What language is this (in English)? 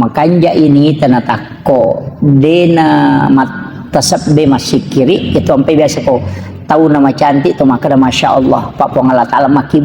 Buginese